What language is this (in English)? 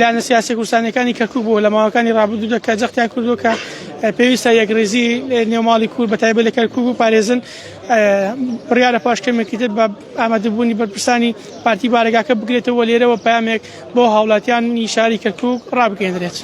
Central Kurdish